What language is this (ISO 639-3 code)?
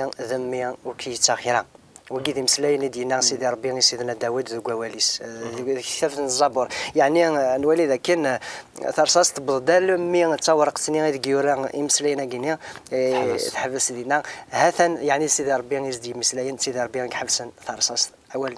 kab